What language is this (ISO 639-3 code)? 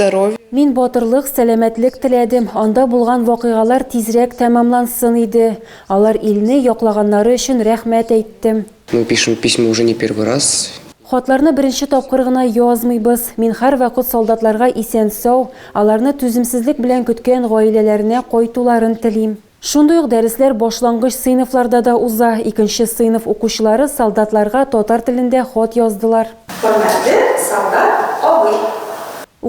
tat